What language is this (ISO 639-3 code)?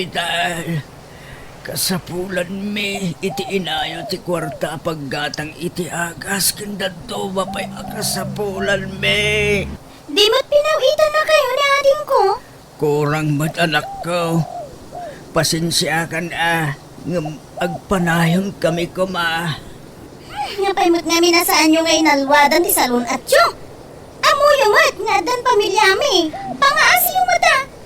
ilo